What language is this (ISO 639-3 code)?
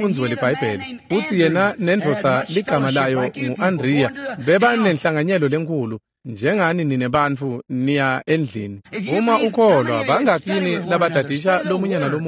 ssw